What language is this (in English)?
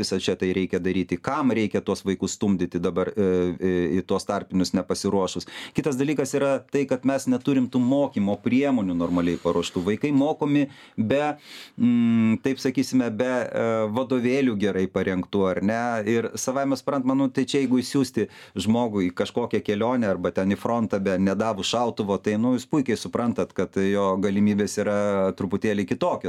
Lithuanian